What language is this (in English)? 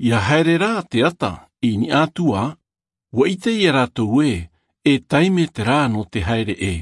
Tahitian